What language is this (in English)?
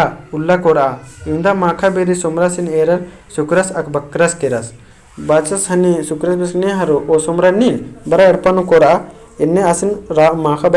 Kurukh